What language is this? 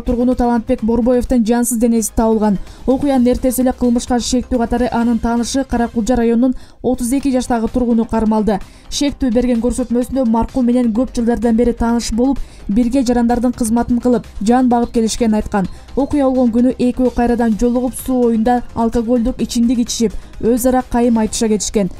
Kyrgyz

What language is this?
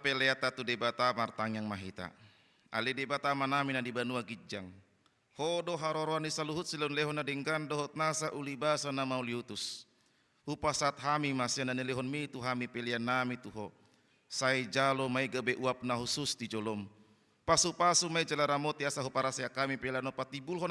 Batak Toba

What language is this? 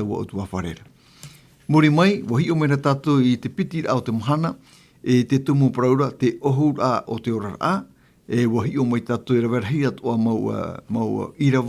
Tahitian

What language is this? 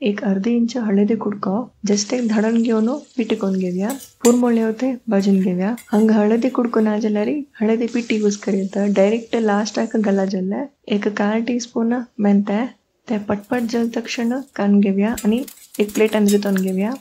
Konkani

